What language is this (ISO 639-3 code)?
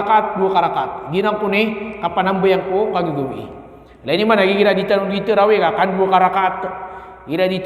mrw